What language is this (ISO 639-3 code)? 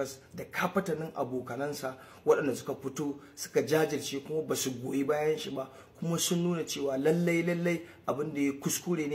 hau